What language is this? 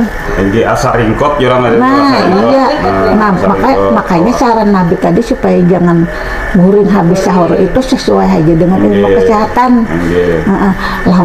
Banjar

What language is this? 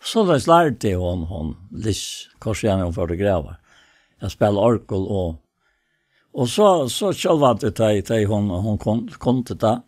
Faroese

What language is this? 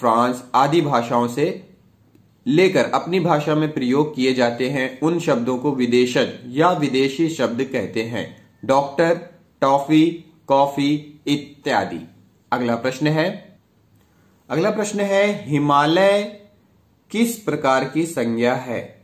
Hindi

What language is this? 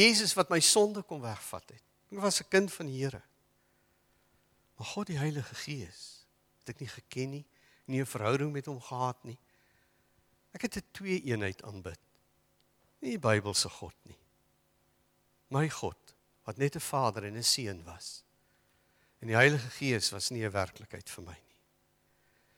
Afrikaans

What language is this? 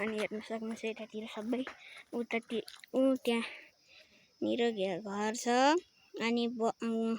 Nepali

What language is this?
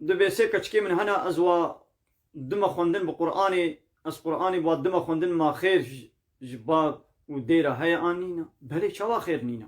Kurdish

